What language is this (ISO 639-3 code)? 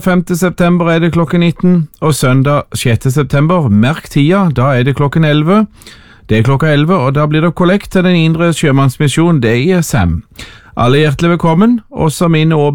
nor